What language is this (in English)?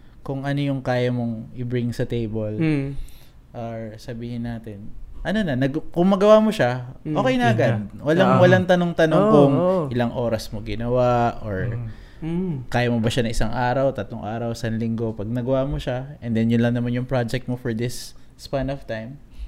Filipino